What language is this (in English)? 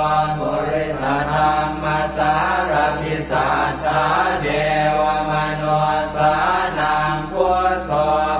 Pali